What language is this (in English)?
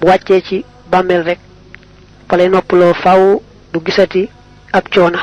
Wolof